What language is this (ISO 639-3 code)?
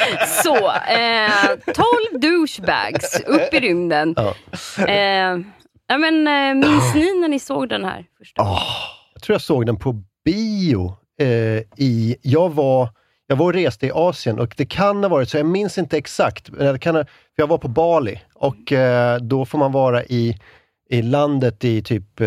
swe